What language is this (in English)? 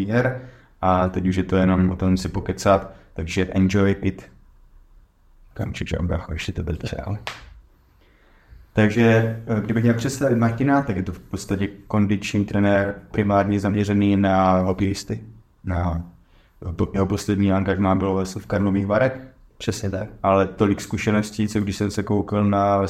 Czech